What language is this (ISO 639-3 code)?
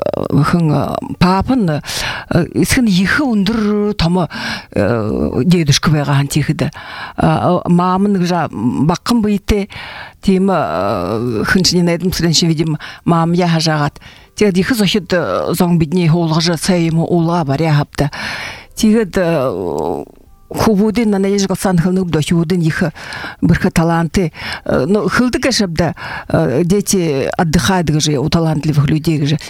bua